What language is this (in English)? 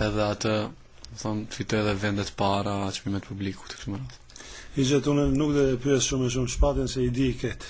Albanian